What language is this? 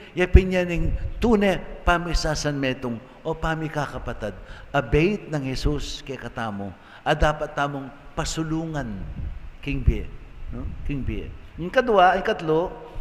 Pampanga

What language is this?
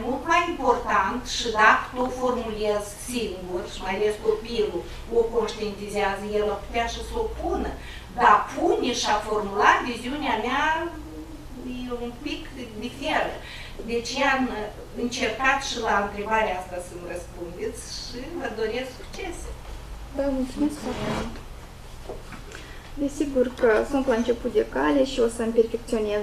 Romanian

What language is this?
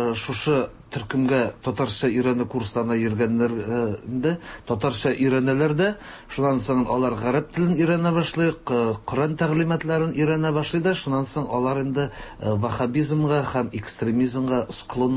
Tatar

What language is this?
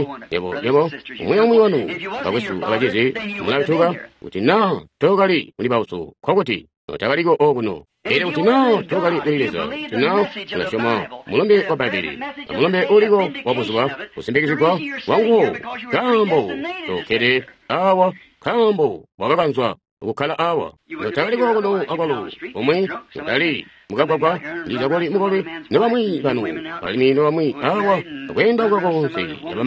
Tonga (Zambia)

